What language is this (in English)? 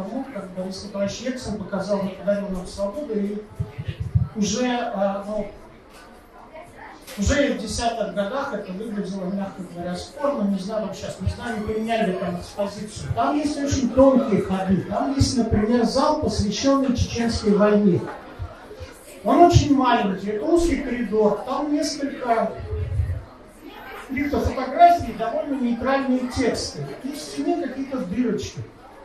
Russian